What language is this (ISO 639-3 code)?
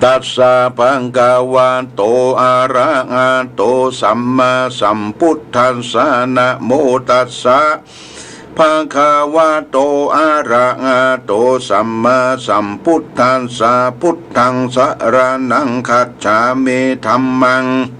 pli